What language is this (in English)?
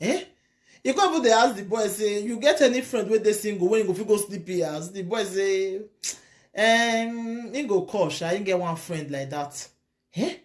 Nigerian Pidgin